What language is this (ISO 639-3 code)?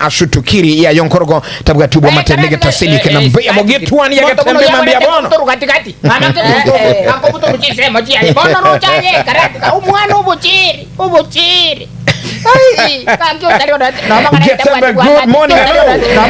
guz